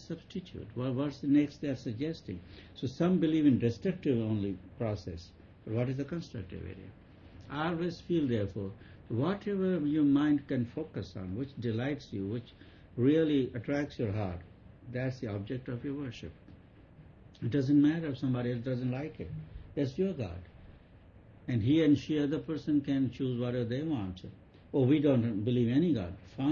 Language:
English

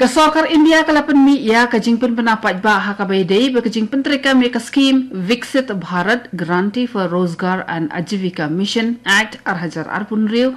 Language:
Khasi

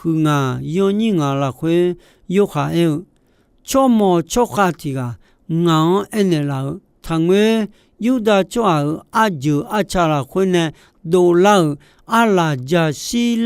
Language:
Akha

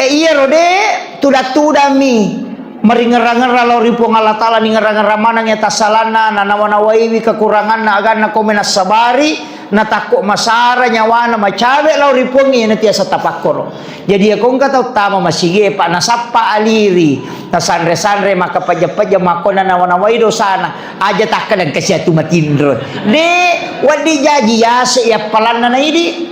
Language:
Buginese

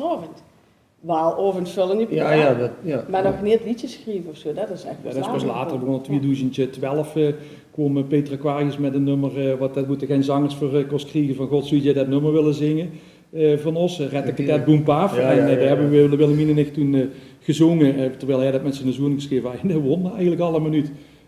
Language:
Limburgish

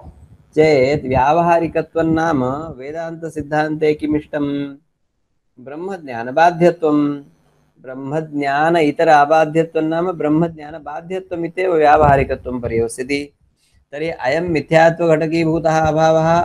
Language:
Sanskrit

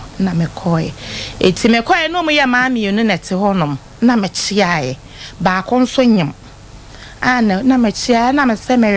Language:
Akan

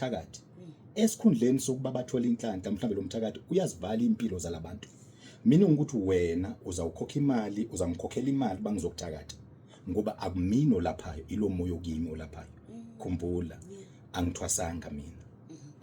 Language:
Zulu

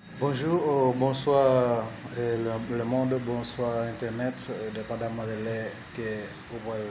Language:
Haitian Creole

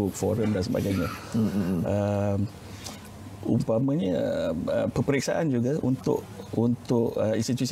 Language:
Malay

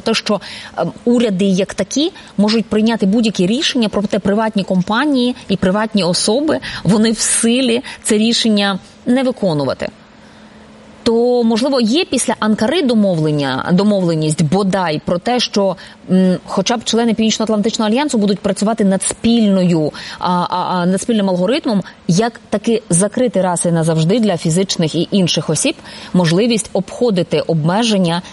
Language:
Ukrainian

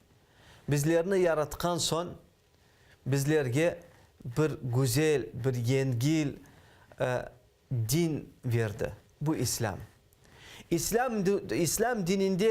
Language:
Crimean Tatar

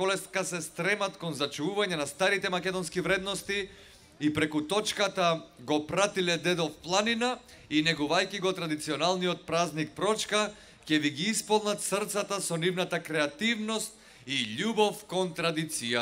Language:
Macedonian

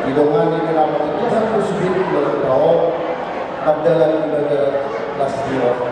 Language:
Batak Toba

